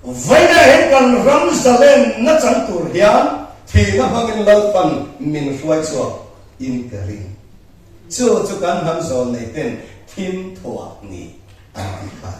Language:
Mizo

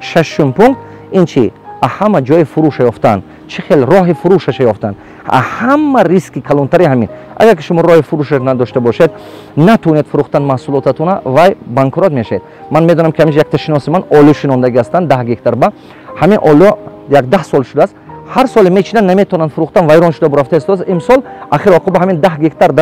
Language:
Tajik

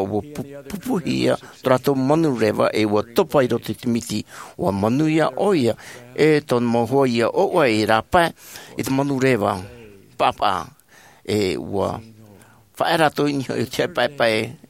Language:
Tahitian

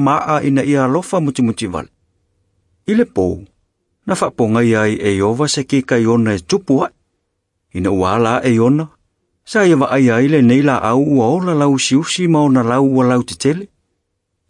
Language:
Samoan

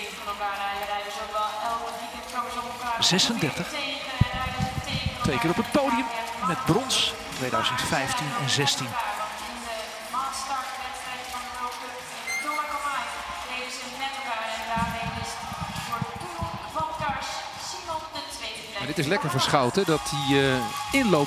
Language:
Dutch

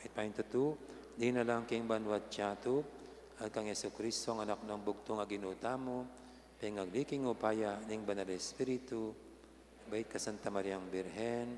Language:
Pampanga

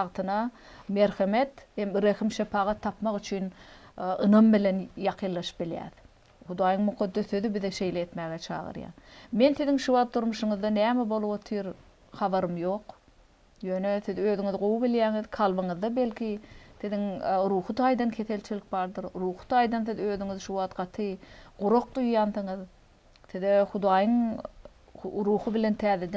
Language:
Turkmen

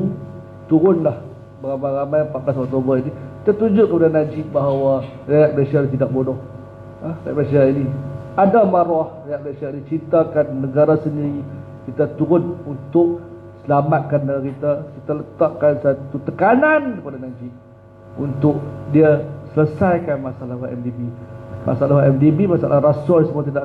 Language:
Malay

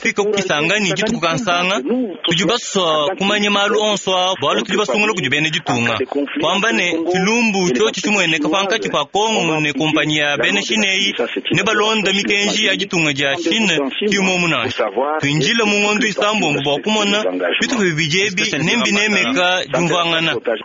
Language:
Luba-Lulua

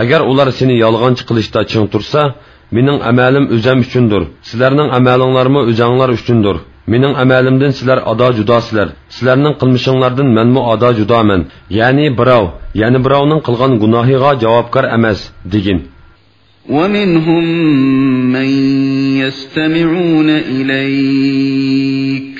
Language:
Uyghur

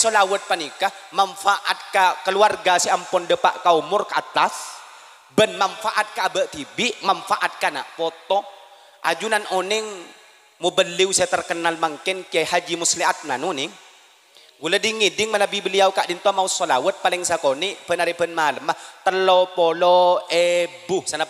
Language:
Madurese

